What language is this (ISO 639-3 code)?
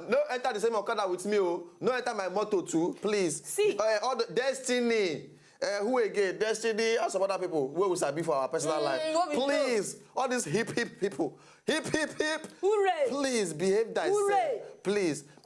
pcm